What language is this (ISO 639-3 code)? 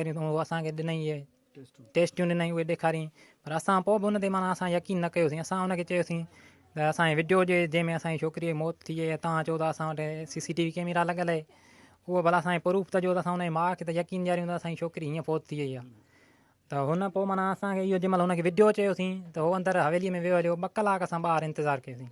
snd